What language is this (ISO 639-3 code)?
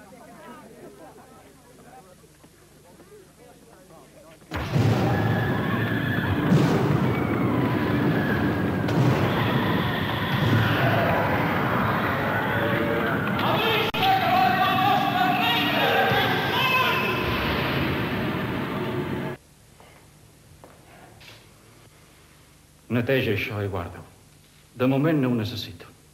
cat